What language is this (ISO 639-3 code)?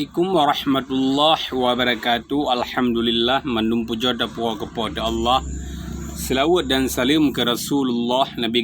ace